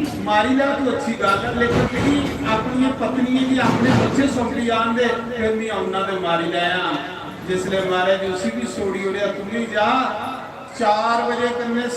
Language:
Dogri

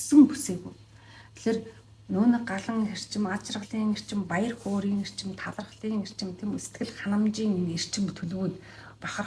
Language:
Mongolian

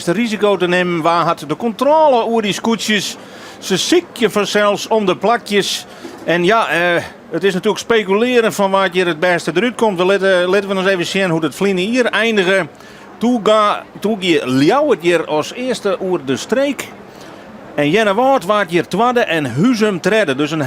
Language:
Western Frisian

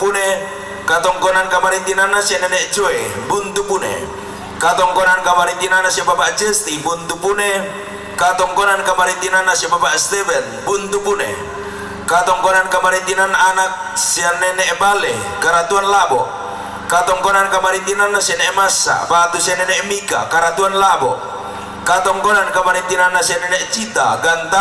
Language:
Toraja-Sa'dan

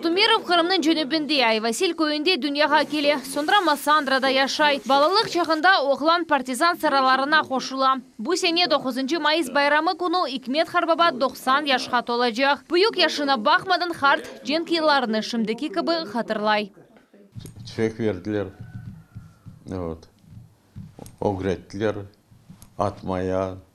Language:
Crimean Tatar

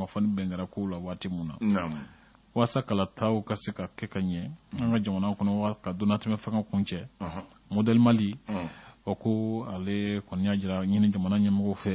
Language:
Bambara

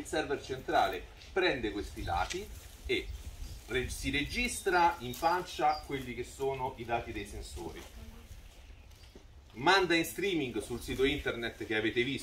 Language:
Italian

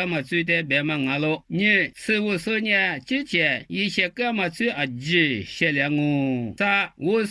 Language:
Lisu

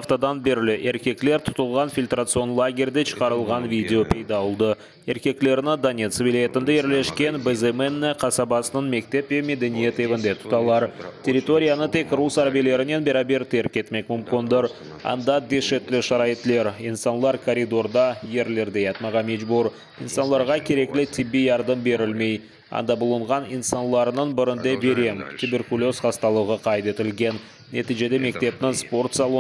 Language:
Crimean Tatar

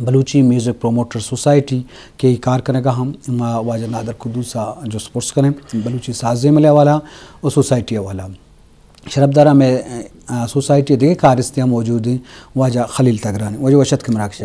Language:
Eastern Balochi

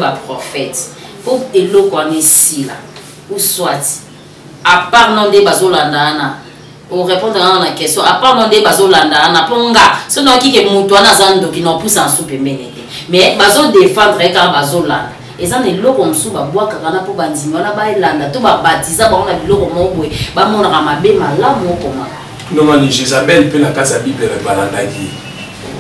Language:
Lingala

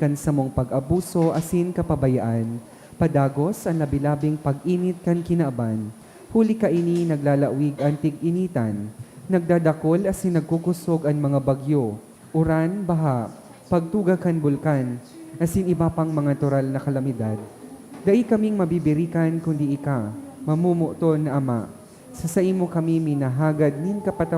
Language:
Bikol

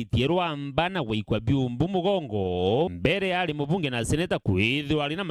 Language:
Meru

